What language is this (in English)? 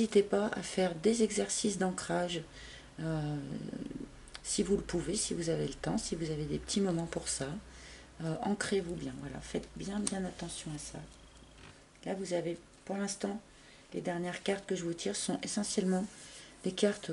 French